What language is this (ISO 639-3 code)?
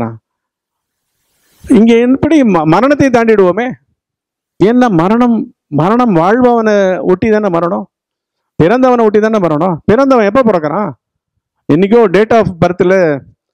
tam